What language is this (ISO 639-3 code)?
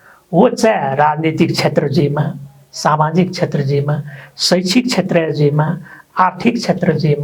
new